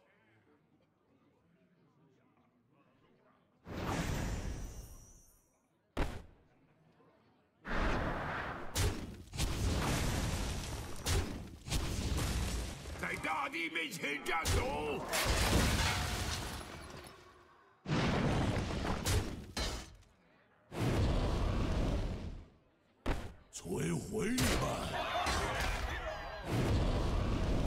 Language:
Chinese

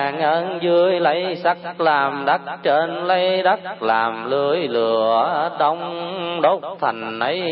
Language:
Vietnamese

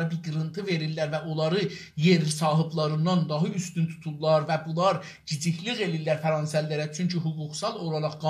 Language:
South Azerbaijani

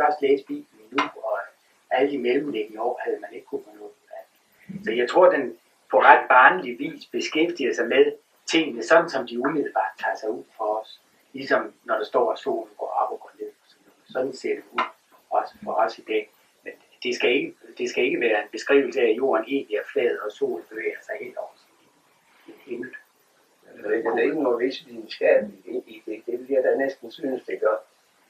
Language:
Danish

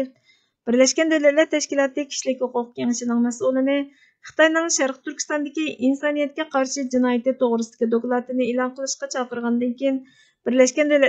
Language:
Uyghur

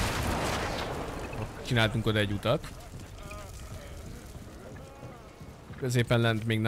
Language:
Hungarian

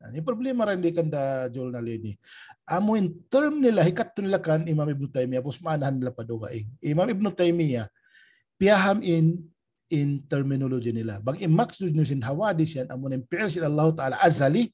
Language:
Tausug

